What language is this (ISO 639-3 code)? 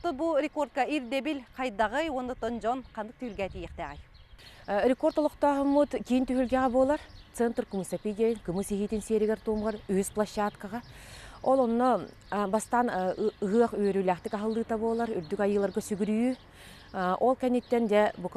sah